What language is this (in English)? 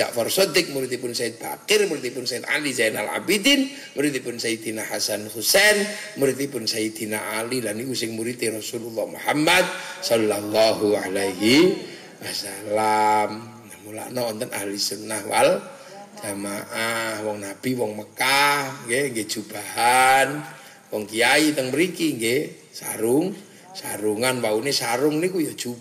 Javanese